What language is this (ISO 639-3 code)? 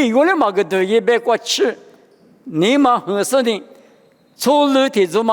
lis